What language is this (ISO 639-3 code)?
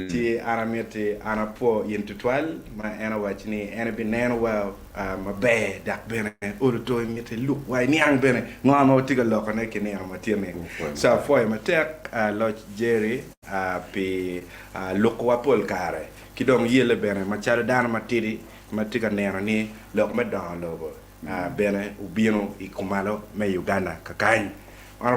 ach